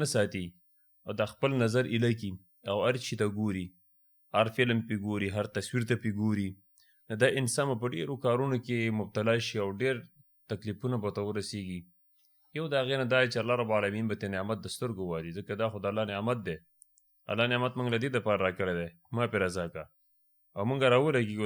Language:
Pashto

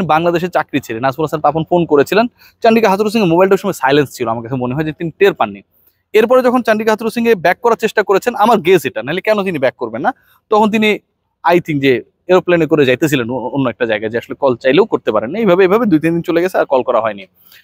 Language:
Bangla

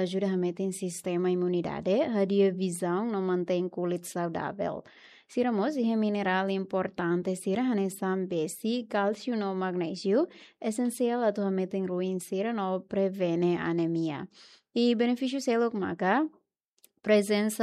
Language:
Tetum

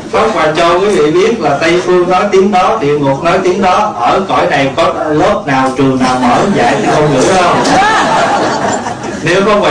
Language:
Vietnamese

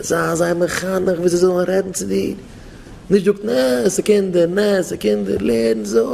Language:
Yiddish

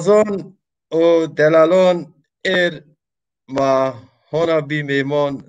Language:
Zaza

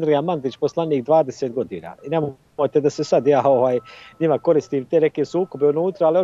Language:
Bosnian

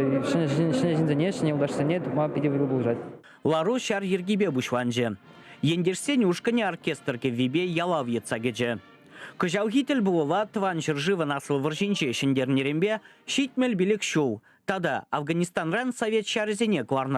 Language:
Chuvash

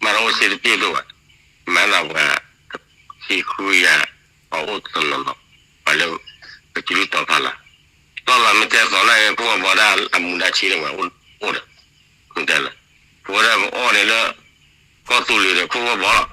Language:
S'gaw Karen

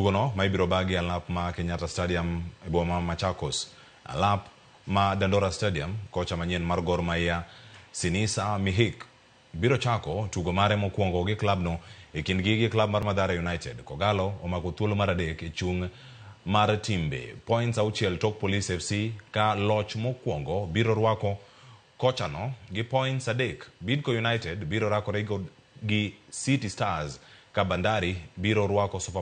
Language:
Luo (Kenya and Tanzania)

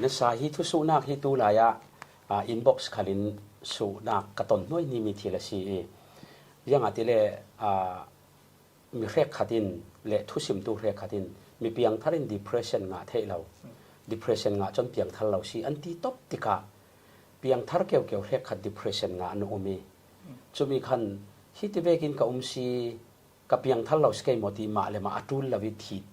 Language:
Falam Chin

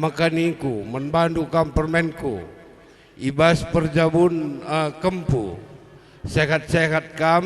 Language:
Batak Karo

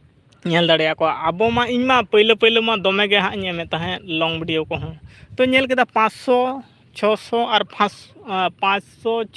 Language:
Santali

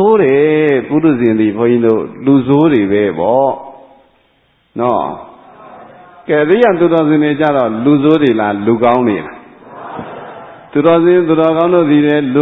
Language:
Burmese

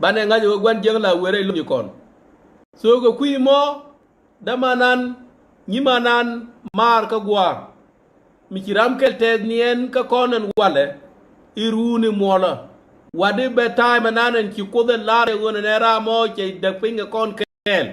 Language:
Nuer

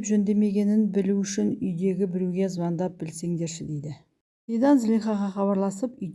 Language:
Kazakh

